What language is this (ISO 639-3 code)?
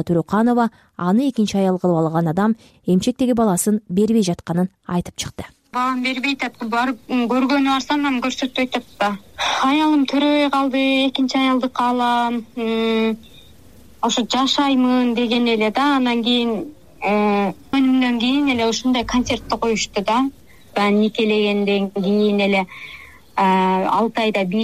kir